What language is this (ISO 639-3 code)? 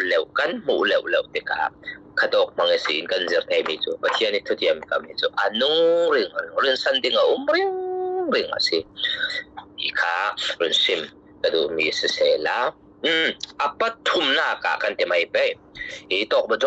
cfm